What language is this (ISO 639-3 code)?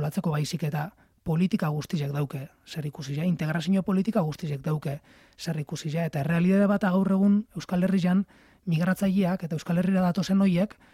eus